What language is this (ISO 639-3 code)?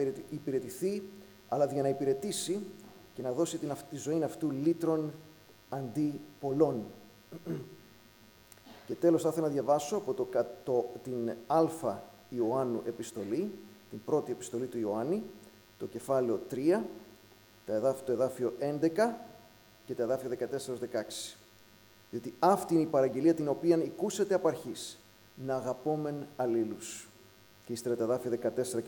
ell